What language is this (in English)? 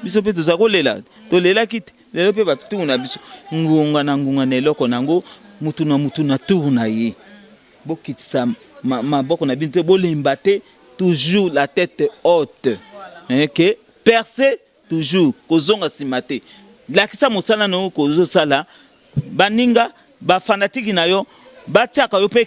Lingala